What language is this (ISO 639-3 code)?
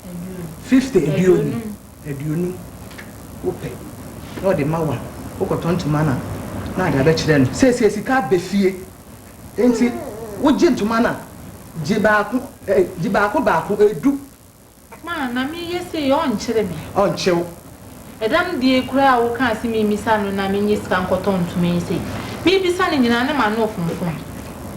aka